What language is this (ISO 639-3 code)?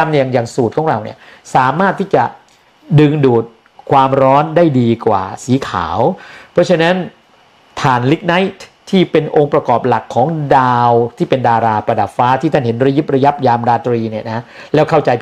tha